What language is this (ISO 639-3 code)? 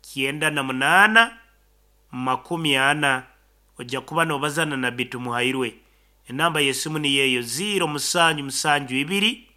nyn